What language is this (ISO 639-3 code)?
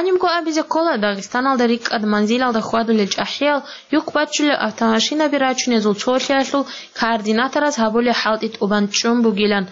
ava